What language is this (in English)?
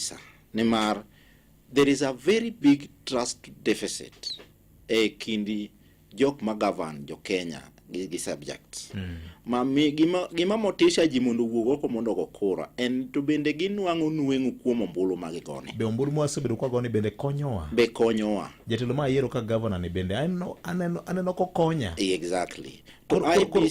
Luo (Kenya and Tanzania)